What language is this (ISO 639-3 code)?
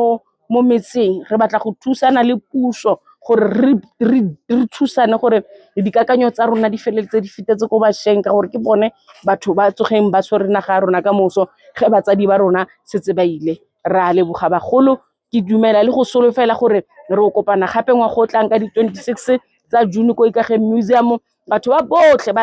tsn